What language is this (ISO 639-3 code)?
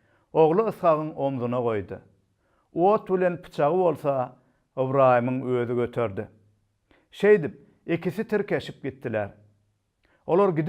tuk